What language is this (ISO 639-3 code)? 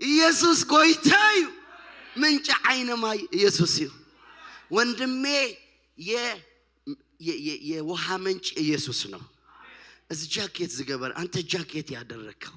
tir